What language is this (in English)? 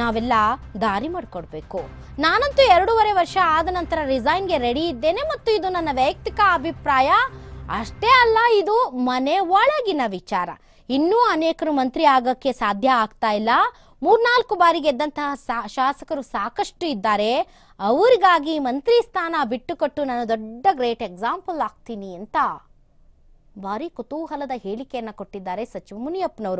Kannada